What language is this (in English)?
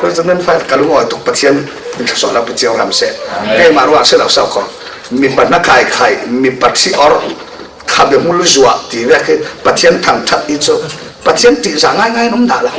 Falam Chin